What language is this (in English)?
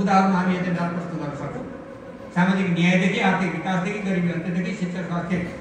Nepali